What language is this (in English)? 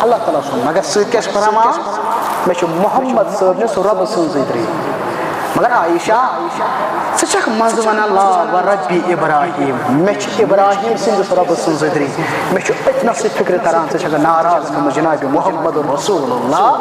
Kashmiri